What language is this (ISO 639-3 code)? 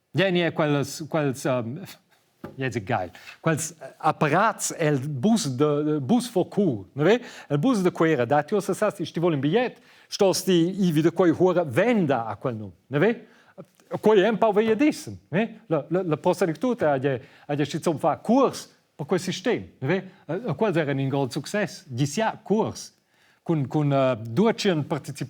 roh